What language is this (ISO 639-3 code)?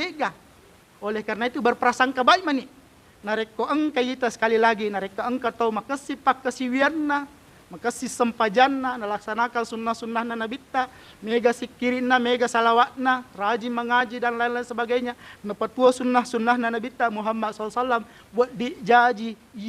bug